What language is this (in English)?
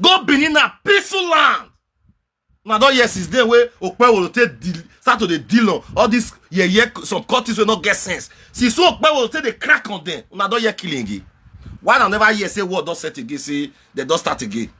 Nigerian Pidgin